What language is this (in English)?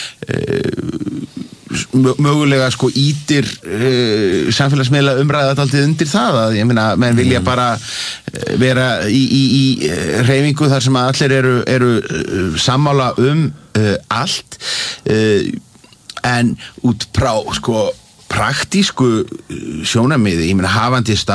Icelandic